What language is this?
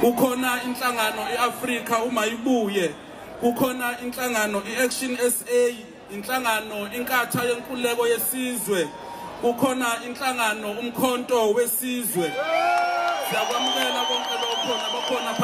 Zulu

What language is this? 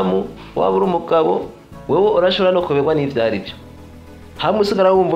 Rundi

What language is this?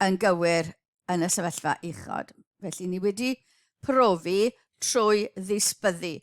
Welsh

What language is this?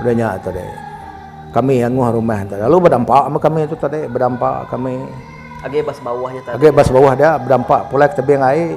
Iban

